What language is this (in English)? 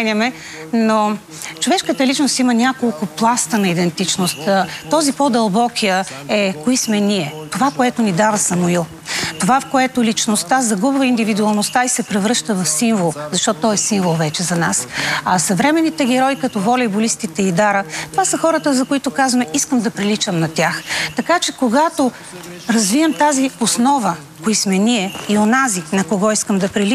Bulgarian